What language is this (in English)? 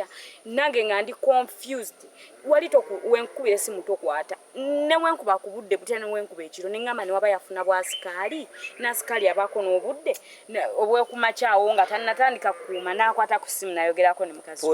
Ganda